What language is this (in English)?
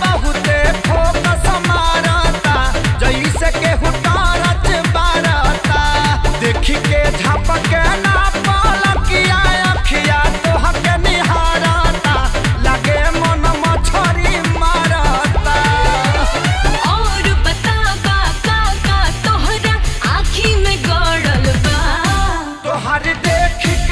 Bhojpuri